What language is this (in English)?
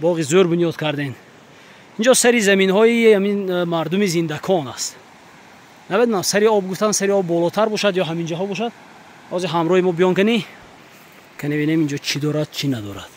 Tajik